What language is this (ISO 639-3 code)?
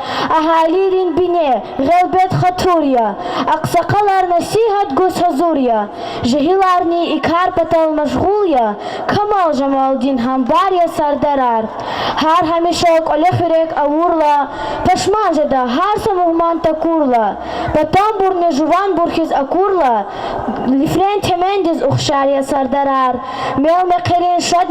lez